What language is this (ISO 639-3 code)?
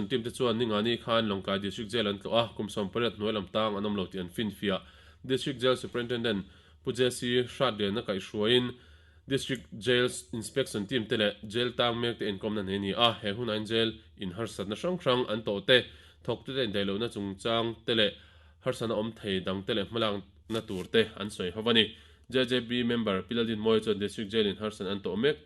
lus